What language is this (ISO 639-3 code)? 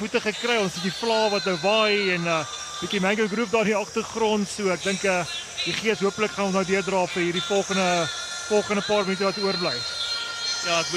afr